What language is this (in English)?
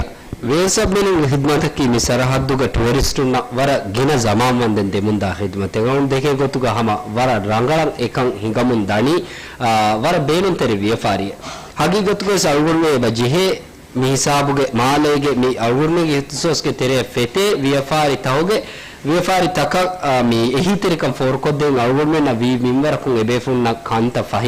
Divehi